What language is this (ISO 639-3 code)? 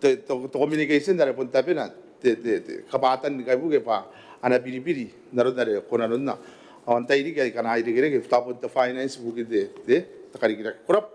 gil